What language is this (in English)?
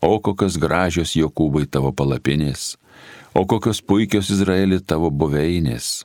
Lithuanian